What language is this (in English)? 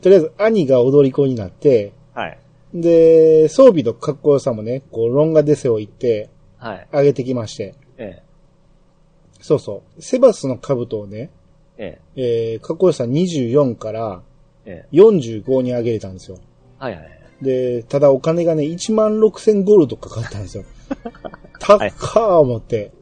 Japanese